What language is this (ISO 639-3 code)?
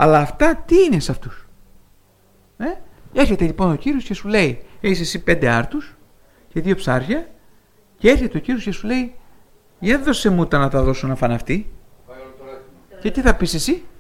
ell